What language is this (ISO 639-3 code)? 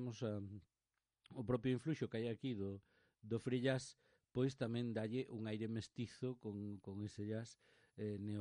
glg